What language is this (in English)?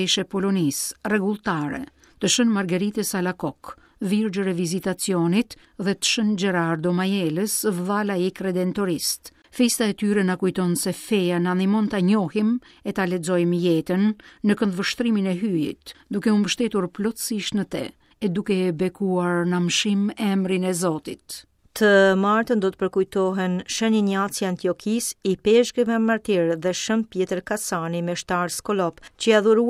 Albanian